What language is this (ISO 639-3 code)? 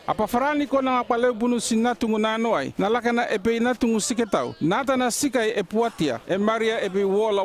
llp